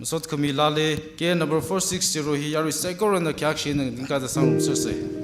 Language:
Tangkhul Naga (India)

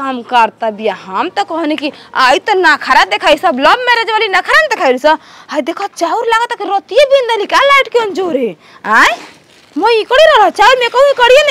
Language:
Bhojpuri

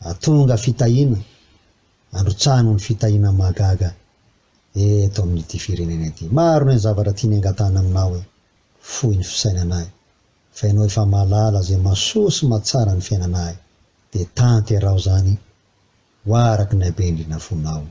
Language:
Malagasy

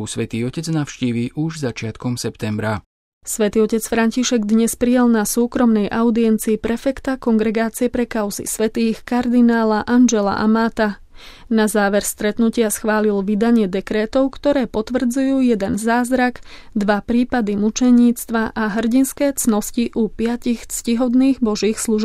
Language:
Slovak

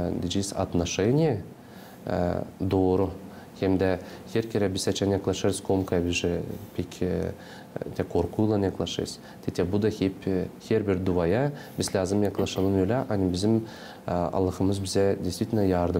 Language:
Gagauz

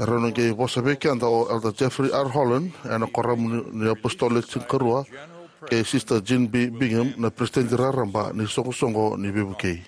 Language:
Fijian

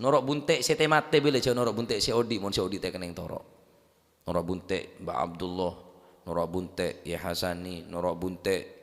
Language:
Madurese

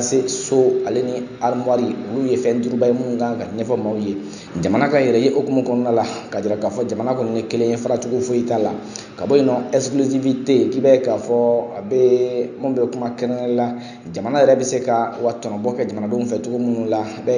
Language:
Bambara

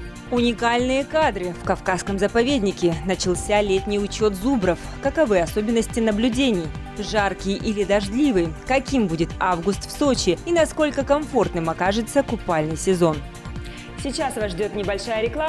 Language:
Russian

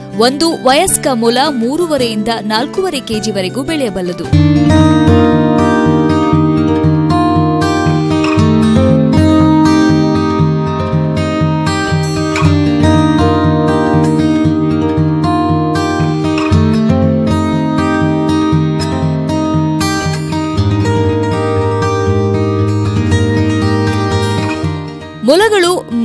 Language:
Kannada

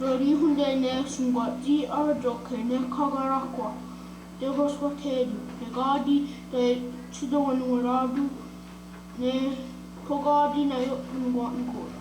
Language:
Mohawk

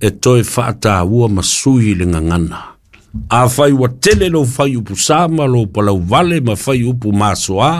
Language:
Samoan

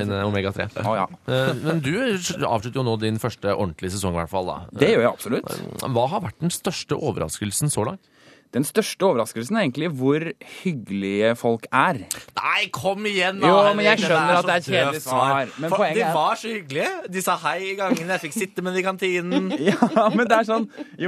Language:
Norwegian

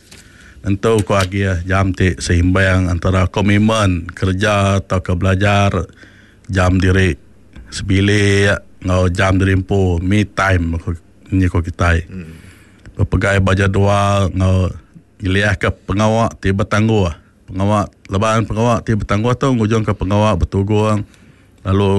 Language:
Iban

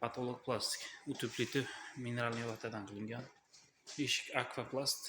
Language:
Uzbek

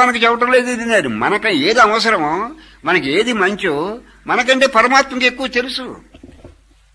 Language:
Telugu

